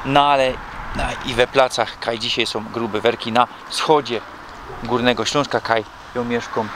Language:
Silesian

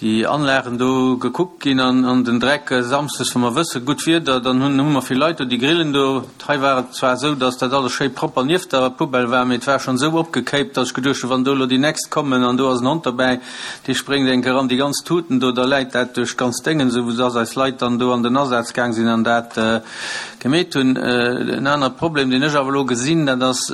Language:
Luxembourgish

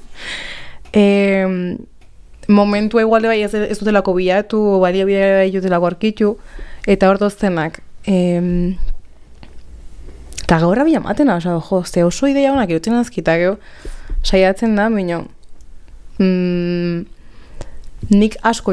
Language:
Basque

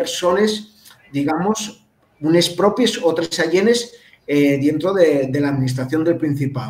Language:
Asturian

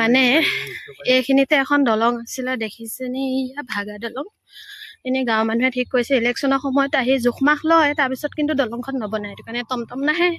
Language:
Assamese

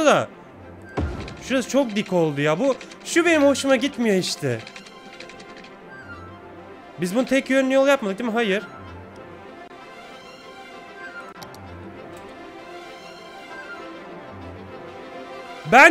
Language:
Turkish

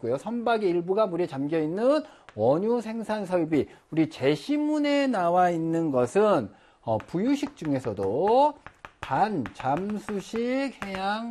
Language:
Korean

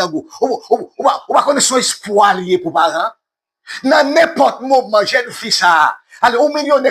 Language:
Haitian Creole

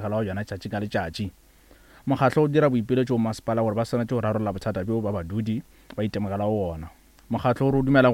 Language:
Northern Sotho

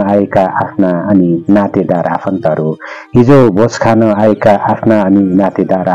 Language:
Nepali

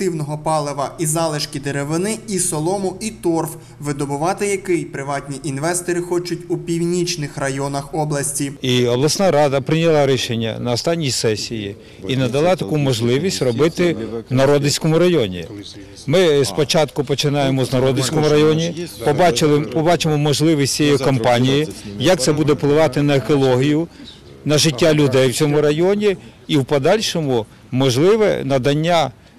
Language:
Ukrainian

